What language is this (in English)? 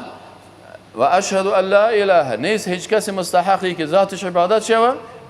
Persian